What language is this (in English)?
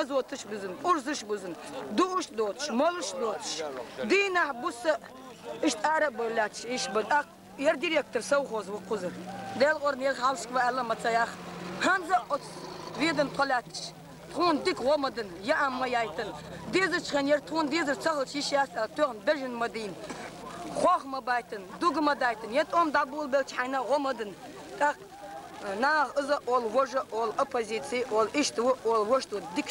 Chechen